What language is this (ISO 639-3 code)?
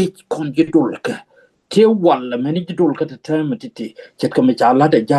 nus